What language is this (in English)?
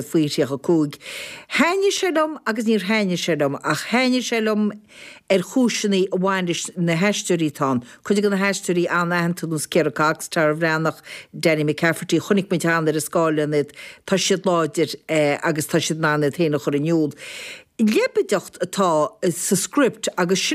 Irish